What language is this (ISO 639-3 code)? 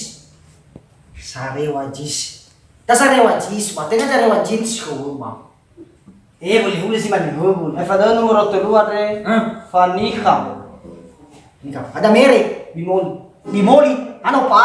nia